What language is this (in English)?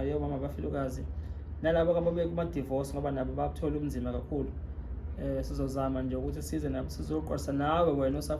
Zulu